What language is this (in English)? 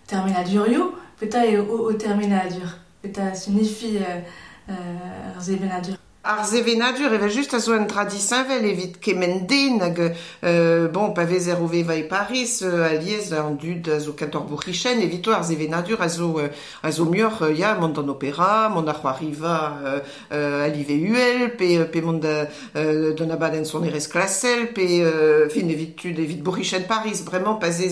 Breton